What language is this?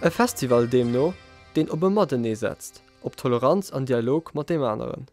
Luxembourgish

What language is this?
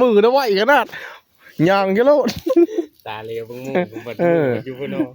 Northeastern Thai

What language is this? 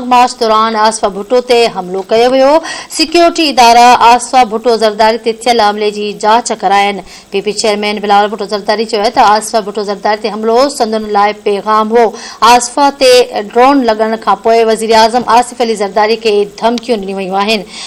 Sindhi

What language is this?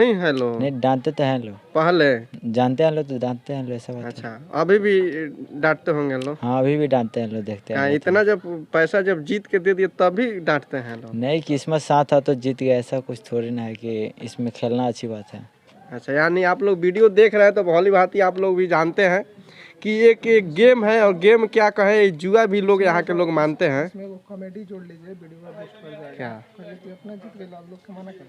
Bhojpuri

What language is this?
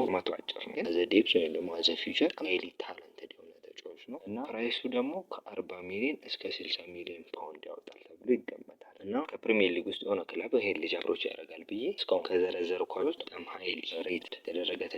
Amharic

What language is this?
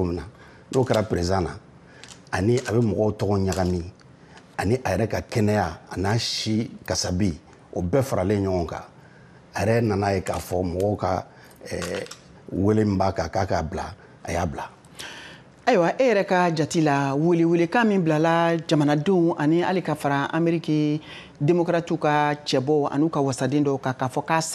Bambara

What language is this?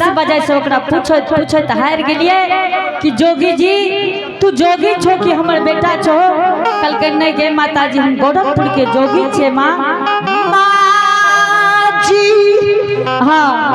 Angika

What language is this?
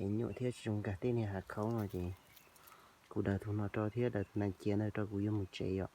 Hmong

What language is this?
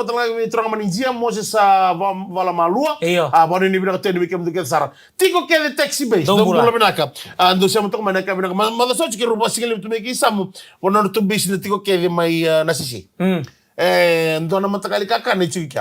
Fijian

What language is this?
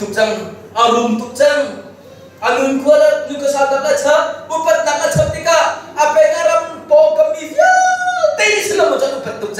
Hakha Chin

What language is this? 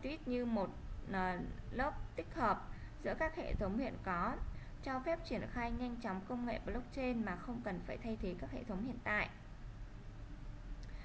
Vietnamese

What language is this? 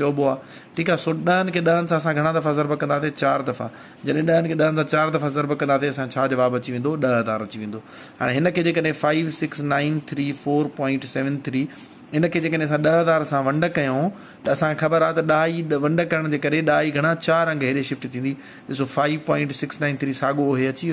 Sindhi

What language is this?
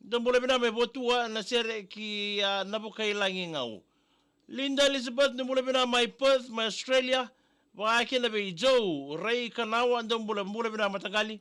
Fijian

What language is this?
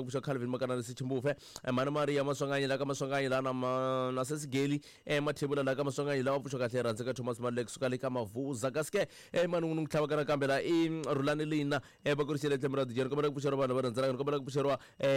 Tsonga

